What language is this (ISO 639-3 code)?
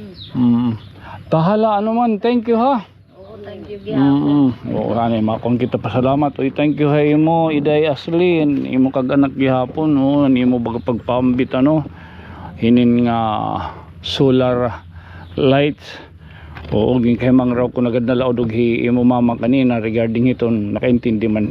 war